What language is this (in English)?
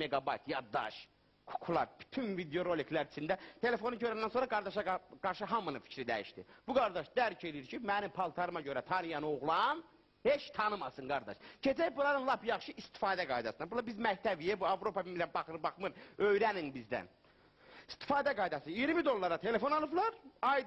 Azerbaijani